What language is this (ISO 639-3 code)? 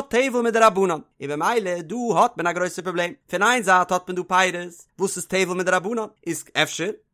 yid